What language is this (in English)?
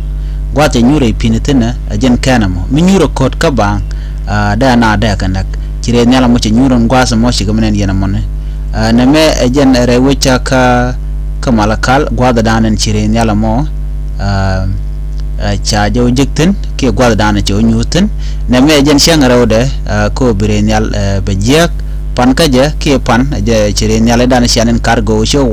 Nuer